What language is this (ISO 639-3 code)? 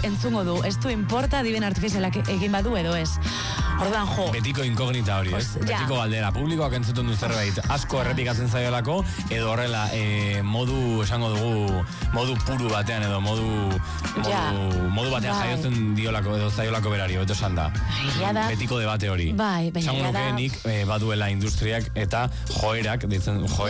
eus